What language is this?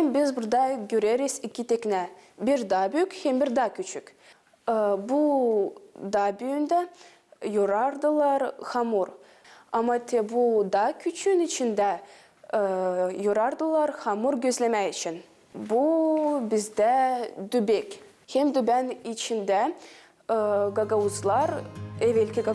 Gagauz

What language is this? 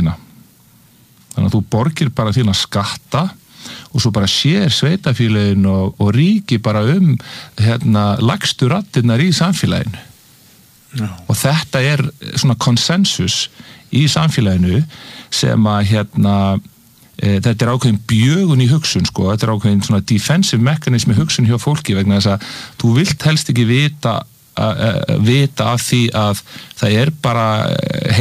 Icelandic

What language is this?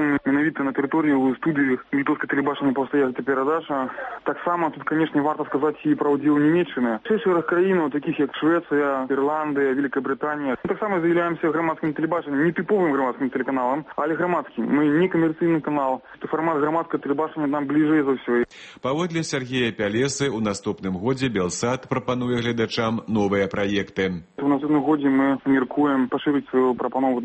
Belarusian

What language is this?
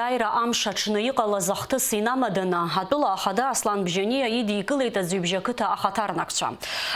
Abkhazian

